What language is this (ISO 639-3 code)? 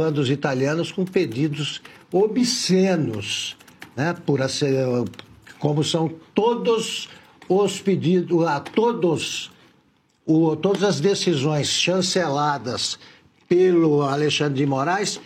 por